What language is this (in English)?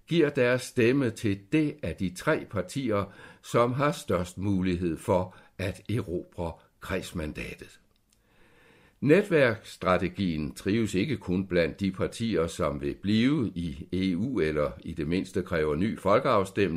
Danish